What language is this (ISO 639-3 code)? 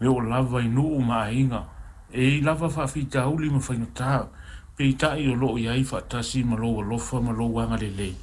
smo